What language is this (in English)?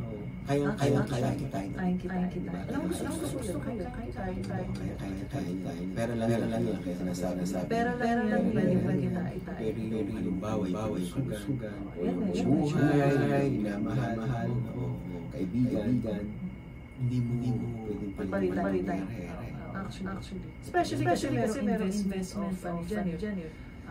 Filipino